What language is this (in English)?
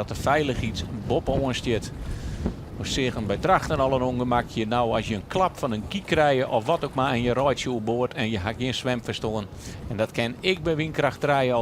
Western Frisian